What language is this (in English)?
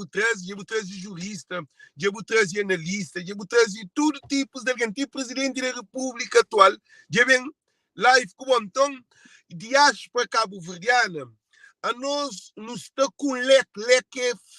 Kabuverdianu